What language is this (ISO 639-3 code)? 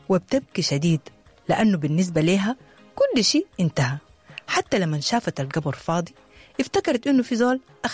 apd